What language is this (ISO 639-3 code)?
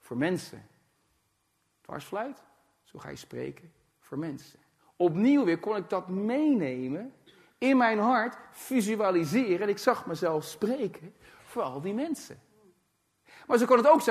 nld